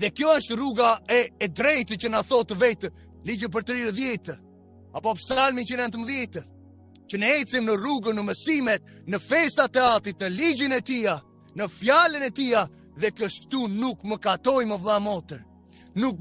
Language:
Albanian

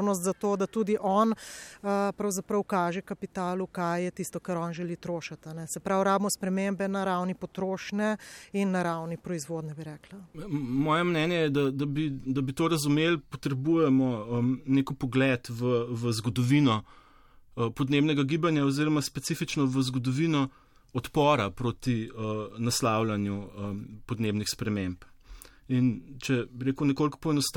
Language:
Slovenian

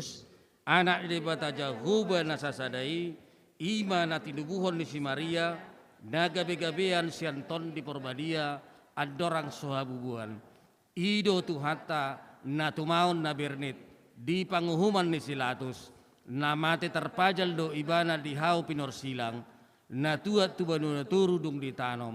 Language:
Batak Toba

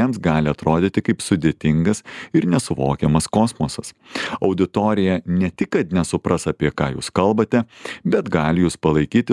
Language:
Lithuanian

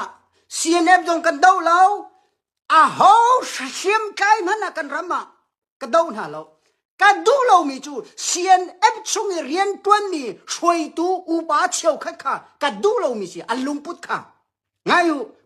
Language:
Hakha Chin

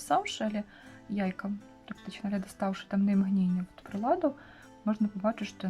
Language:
Belarusian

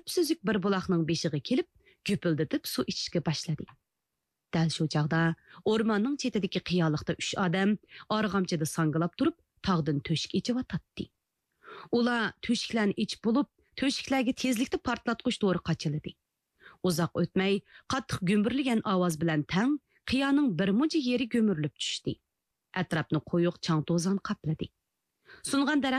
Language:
Uyghur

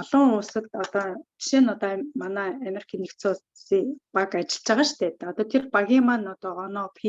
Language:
Mongolian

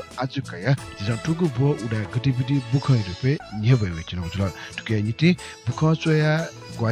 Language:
Newari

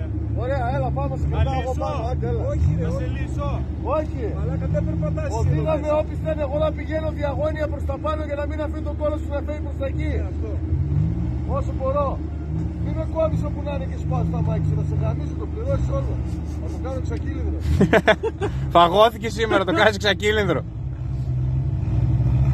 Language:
Greek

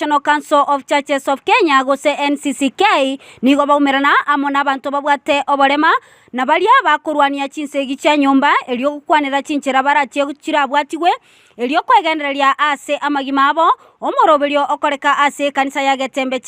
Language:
Gusii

